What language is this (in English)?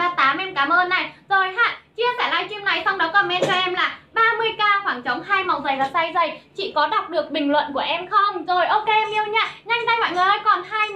Vietnamese